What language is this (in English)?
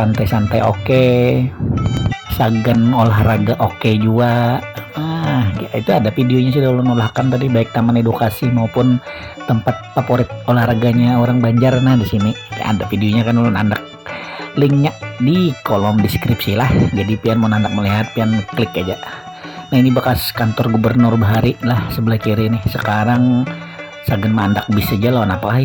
Banjar